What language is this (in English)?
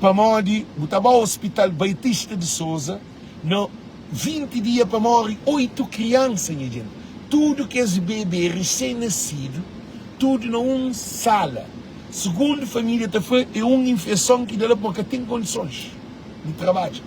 Kabuverdianu